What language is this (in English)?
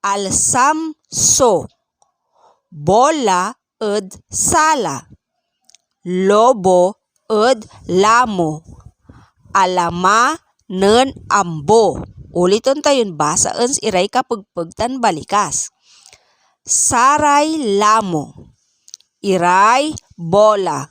Pangasinan